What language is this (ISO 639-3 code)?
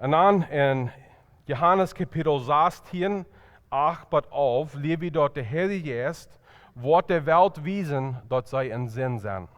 pdt